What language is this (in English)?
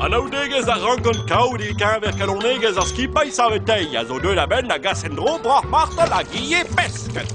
Breton